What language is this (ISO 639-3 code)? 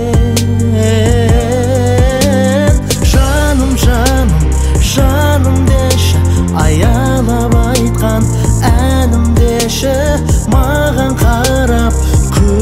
kaz